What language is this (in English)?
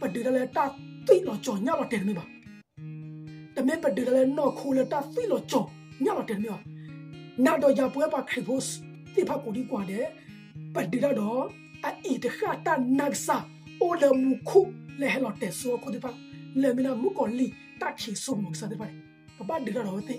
S'gaw Karen